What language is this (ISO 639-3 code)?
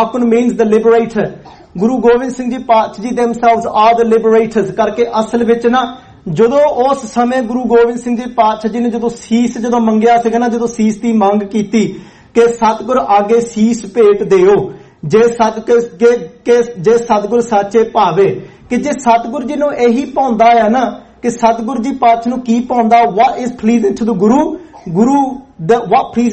pan